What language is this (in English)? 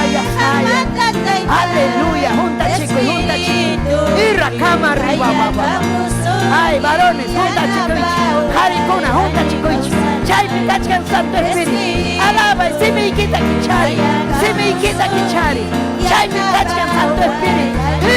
Ayacucho Quechua